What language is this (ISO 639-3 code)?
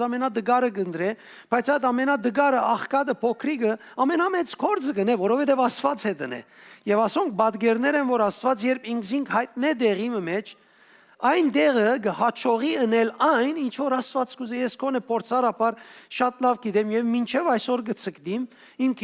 hyw